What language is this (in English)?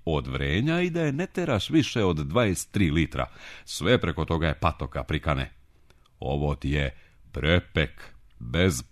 Serbian